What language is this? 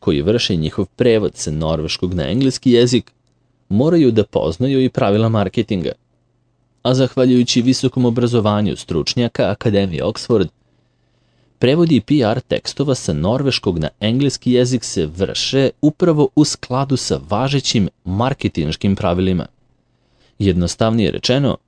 Serbian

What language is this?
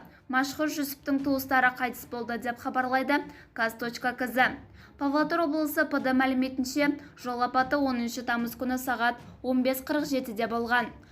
Kazakh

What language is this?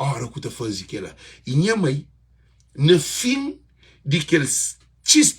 Kabuverdianu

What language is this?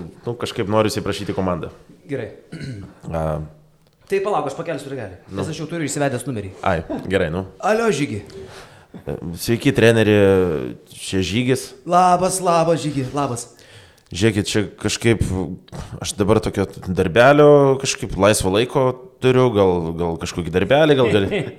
Lithuanian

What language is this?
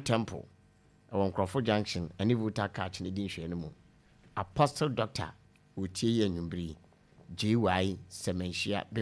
Akan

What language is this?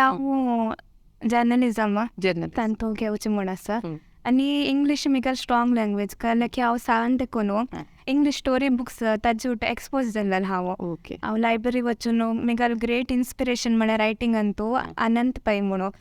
Konkani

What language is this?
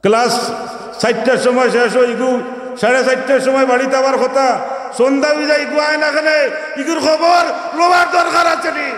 Sylheti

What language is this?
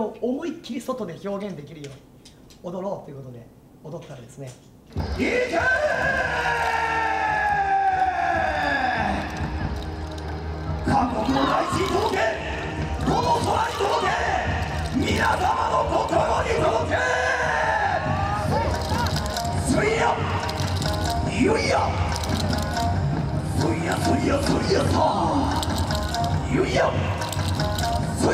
Japanese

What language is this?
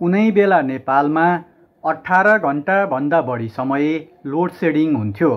Nepali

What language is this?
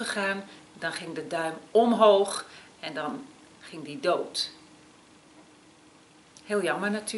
Dutch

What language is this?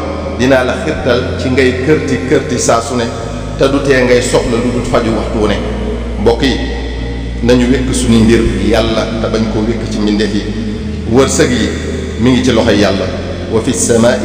Wolof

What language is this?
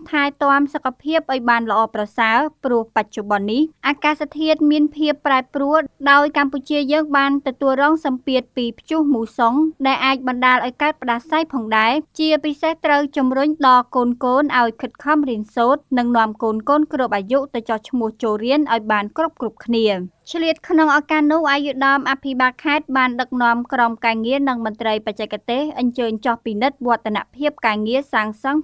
Khmer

